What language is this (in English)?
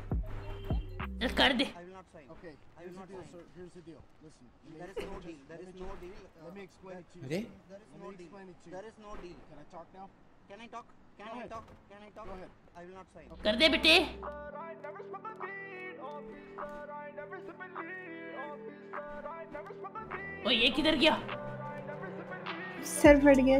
Hindi